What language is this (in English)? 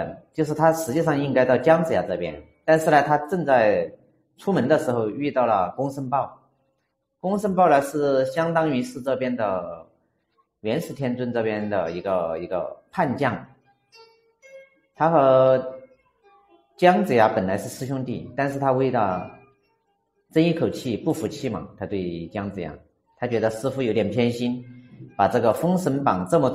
Chinese